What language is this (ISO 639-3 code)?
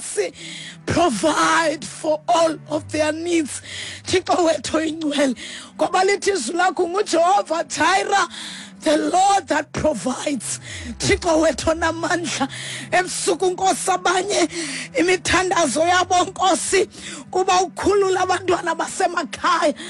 xho